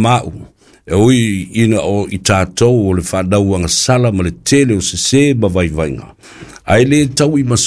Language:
Samoan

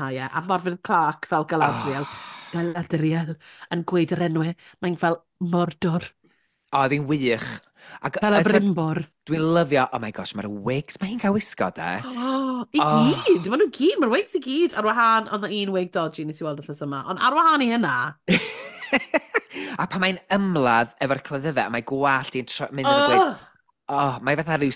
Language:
Welsh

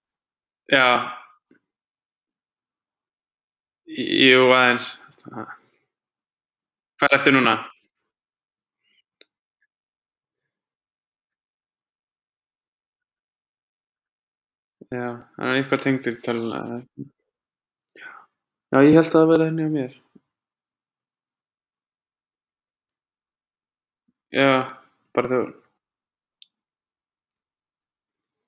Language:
Icelandic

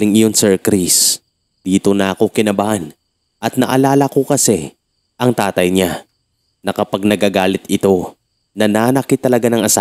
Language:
Filipino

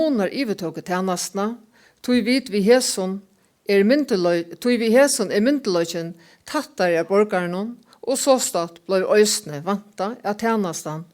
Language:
Faroese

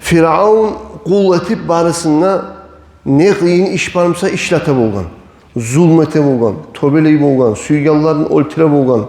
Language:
Kumyk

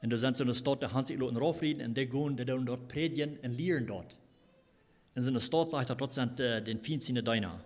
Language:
Plautdietsch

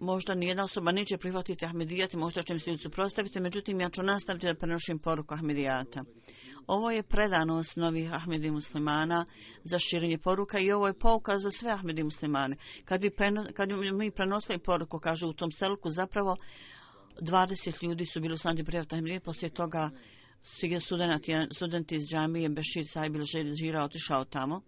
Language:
Bosnian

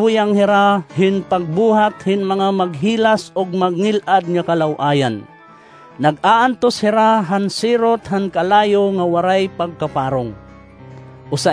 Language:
Waray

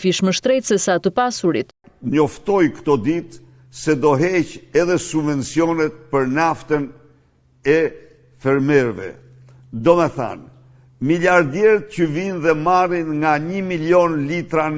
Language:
Albanian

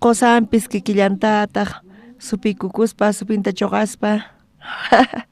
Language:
South Bolivian Quechua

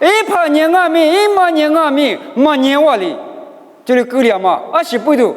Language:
Lisu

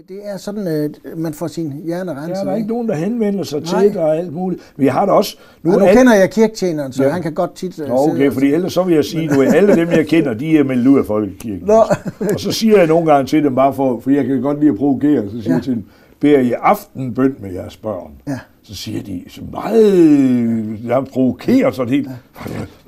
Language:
Danish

